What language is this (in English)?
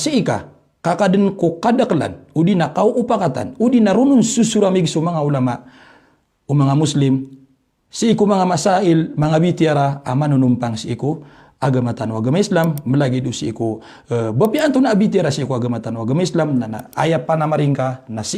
Maranao